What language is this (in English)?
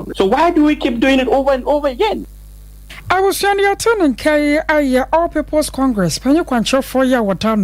Akan